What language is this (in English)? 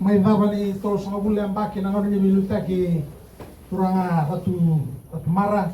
Fijian